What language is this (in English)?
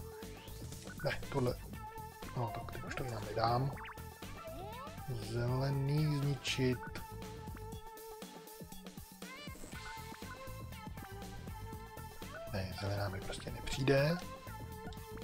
Czech